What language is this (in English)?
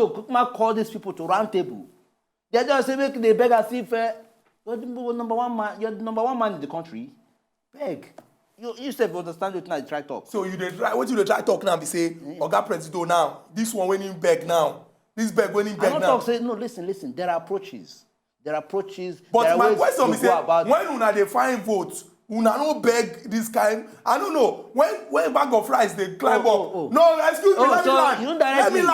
Nigerian Pidgin